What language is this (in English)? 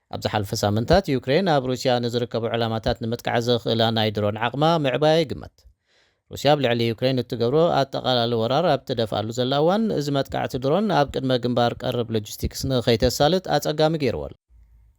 Tigrinya